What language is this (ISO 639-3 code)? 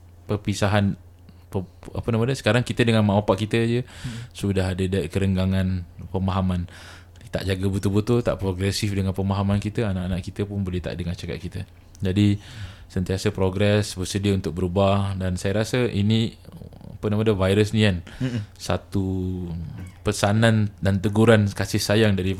msa